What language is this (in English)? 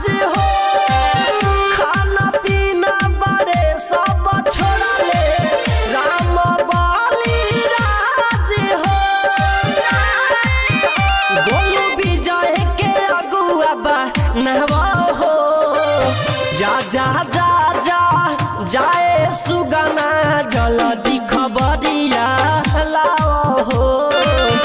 Bhojpuri